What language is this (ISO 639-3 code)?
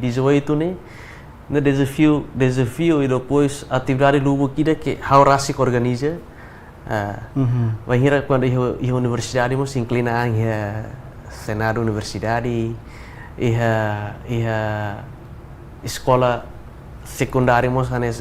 tet